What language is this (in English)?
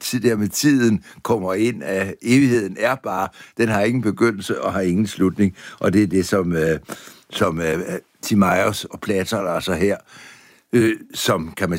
Danish